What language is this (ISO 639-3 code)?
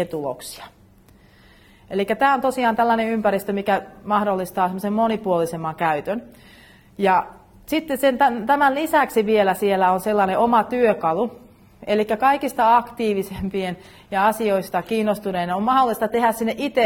fin